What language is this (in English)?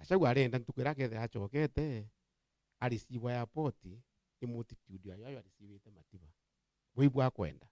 Meru